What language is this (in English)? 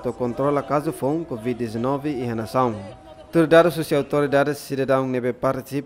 Tetum